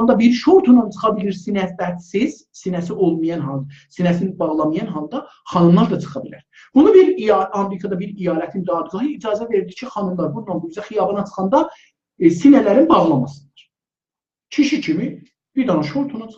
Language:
South Azerbaijani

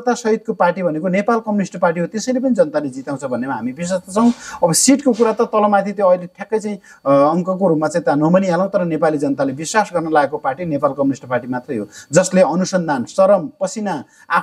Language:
Nepali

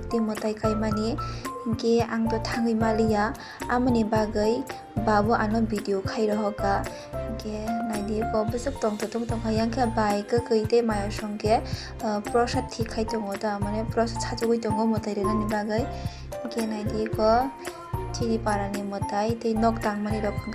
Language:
Kok Borok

